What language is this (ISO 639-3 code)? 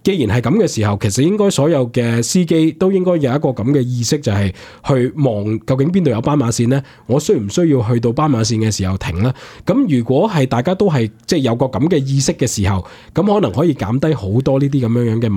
yue